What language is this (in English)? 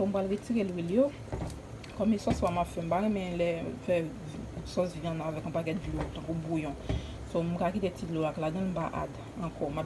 Haitian Creole